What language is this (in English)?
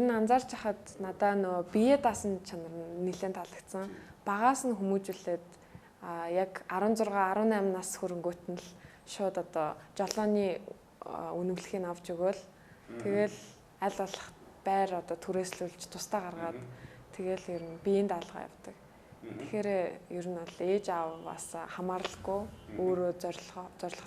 Mongolian